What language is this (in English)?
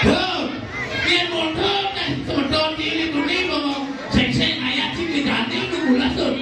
Balinese